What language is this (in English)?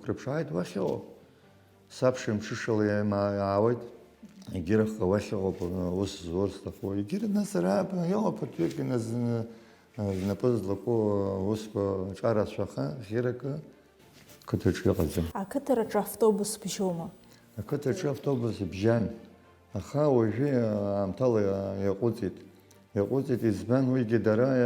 Abkhazian